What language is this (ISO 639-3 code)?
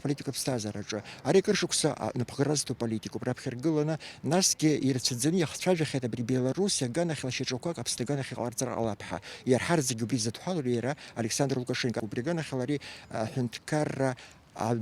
abk